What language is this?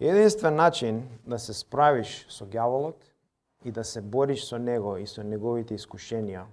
Macedonian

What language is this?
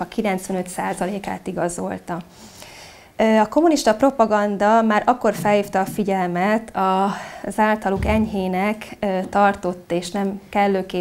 Hungarian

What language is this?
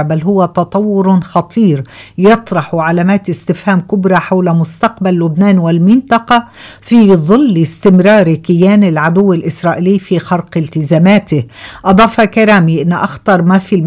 Arabic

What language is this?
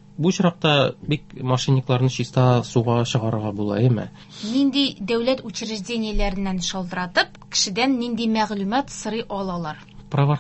Tatar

